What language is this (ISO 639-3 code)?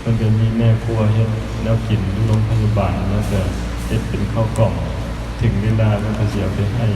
lao